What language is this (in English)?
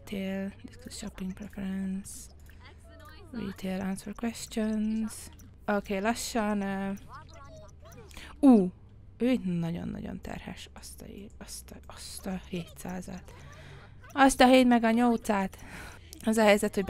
Hungarian